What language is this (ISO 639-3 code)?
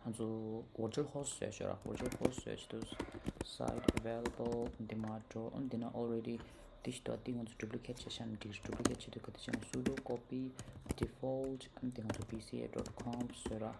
bod